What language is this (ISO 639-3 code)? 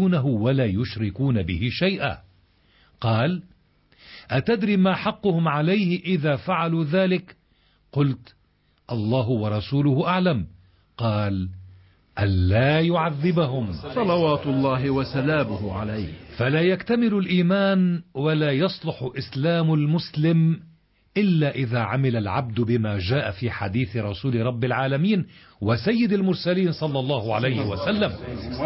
ara